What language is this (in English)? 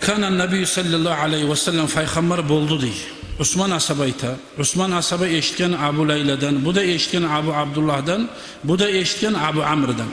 Kumyk